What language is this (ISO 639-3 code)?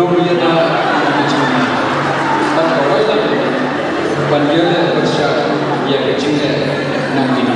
kha